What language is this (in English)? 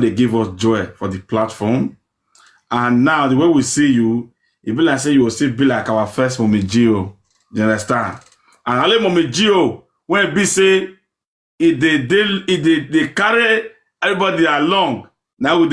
Nigerian Pidgin